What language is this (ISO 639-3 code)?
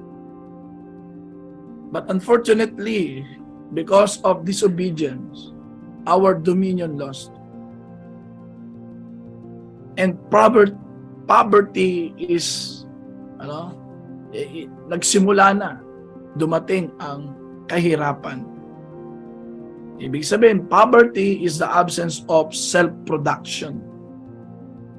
fil